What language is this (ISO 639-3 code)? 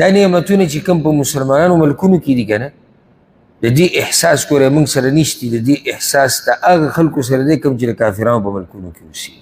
pus